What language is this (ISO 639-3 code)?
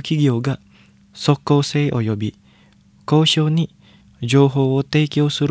jpn